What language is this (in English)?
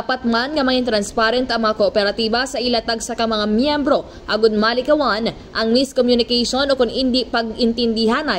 Hiligaynon